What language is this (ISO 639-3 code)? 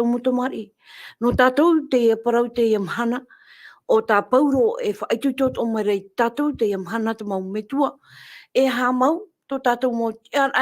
tah